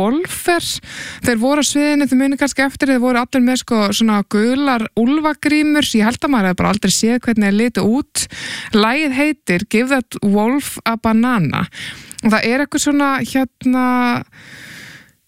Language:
Icelandic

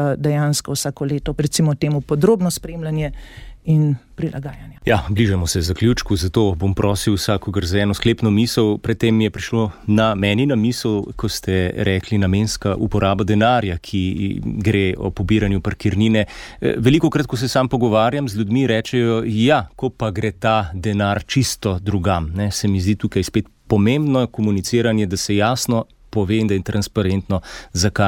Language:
Slovenian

